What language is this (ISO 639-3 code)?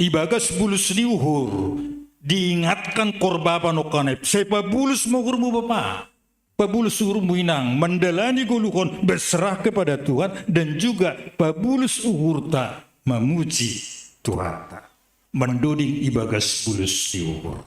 bts